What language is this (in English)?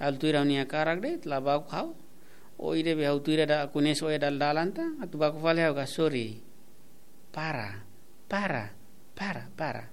Tetum